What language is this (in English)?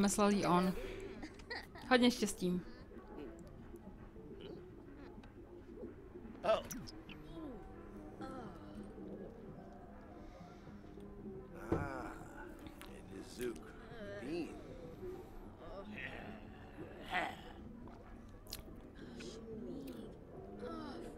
Czech